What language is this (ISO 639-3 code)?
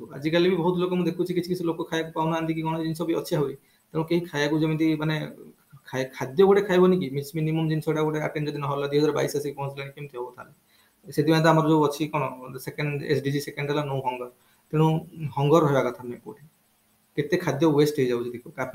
ori